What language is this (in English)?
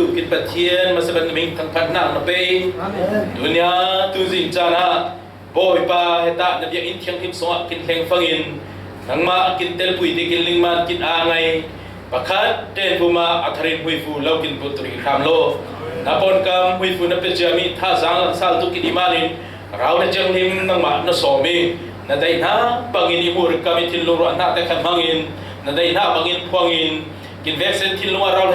Falam Chin